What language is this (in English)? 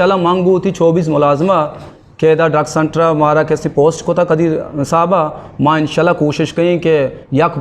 Eastern Balochi